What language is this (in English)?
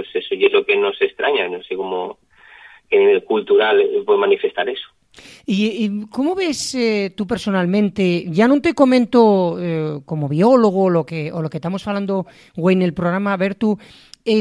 Asturian